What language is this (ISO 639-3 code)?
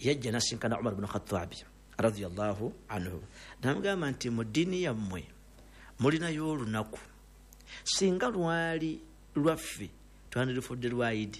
lug